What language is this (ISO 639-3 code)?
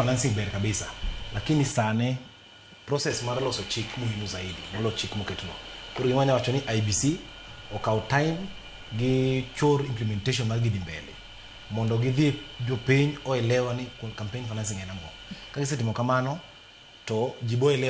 luo